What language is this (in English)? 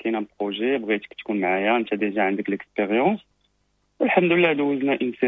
Moroccan Arabic